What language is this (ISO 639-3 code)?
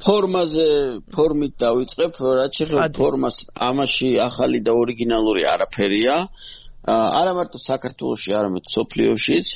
kat